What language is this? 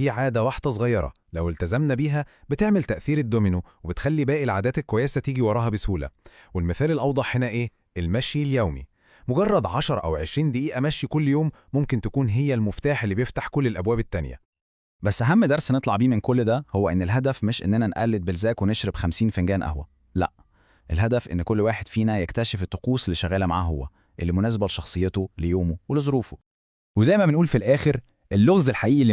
Egyptian Arabic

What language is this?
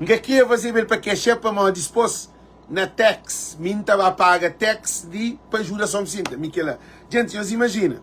Kabuverdianu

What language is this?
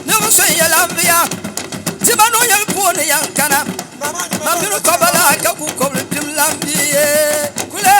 Dagbani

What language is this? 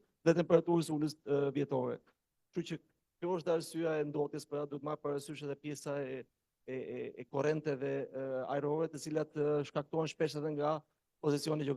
Albanian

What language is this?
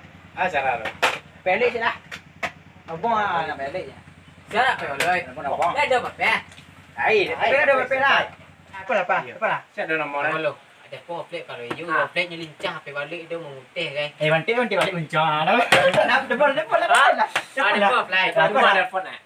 Minangkabau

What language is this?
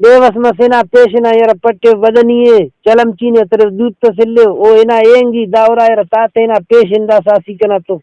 Brahui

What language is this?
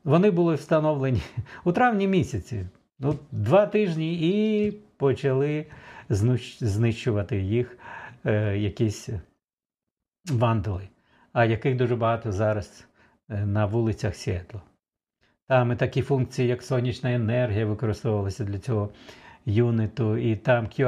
Ukrainian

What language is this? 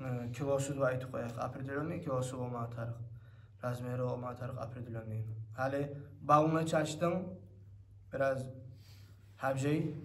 Kumyk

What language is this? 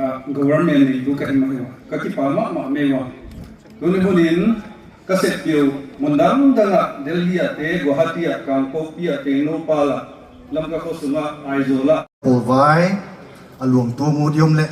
Paite Chin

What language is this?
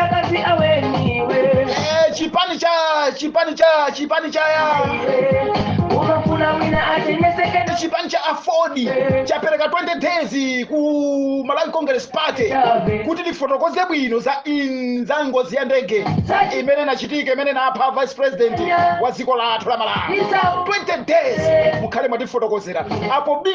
Nyanja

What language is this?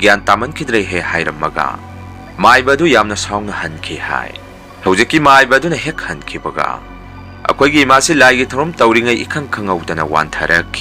Manipuri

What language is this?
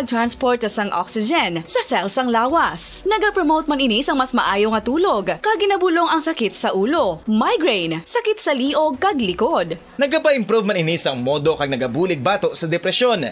Hiligaynon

